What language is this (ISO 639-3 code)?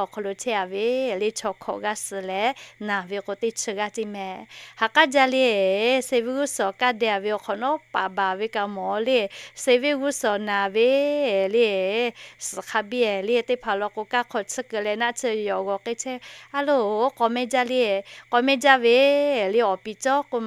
lhu